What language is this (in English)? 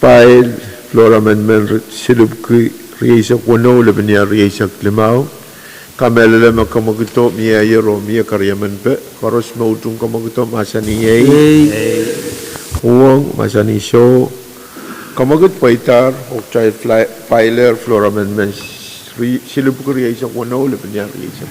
Pohnpeian